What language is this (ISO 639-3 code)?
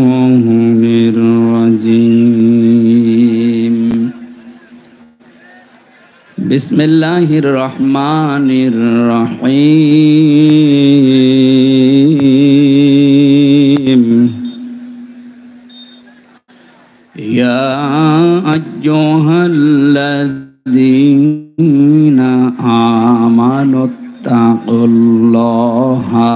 ben